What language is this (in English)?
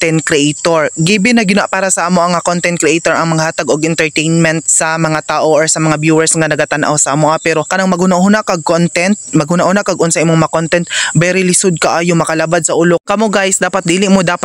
Cebuano